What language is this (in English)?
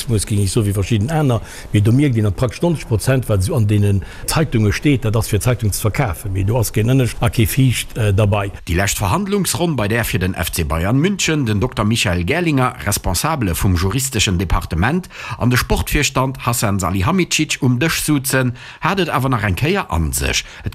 Luxembourgish